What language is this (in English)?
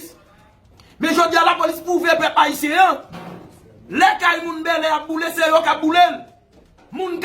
Haitian Creole